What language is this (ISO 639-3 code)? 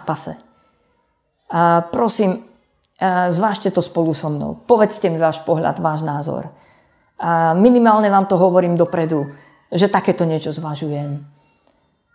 slk